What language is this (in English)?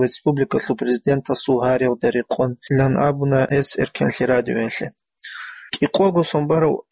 Avaric